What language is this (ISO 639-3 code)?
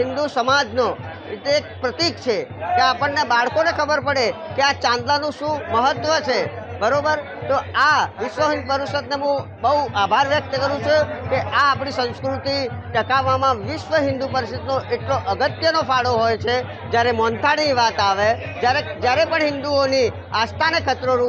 guj